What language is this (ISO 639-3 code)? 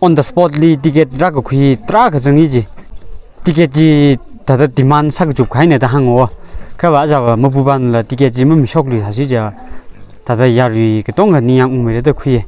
nmf